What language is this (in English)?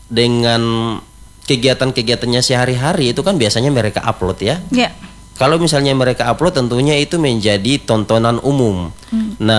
Indonesian